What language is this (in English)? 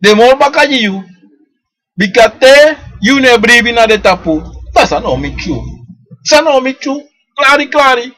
Sranan Tongo